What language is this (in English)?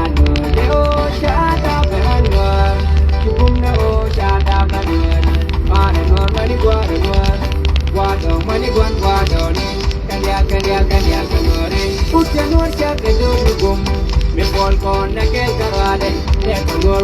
Nuer